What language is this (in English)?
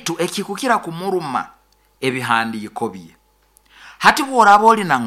Nyoro